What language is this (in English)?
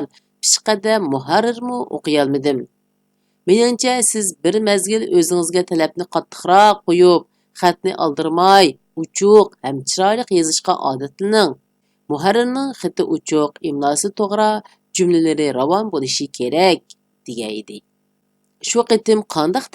Uyghur